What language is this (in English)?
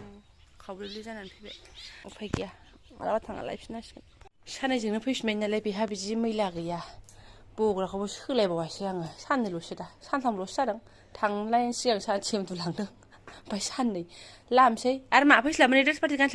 Bodo